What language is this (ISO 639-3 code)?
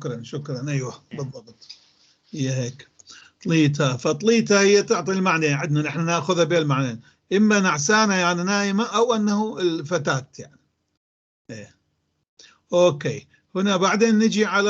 apc